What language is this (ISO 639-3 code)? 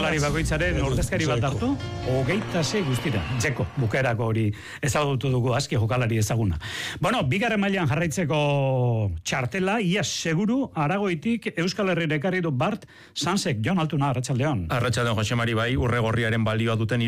eus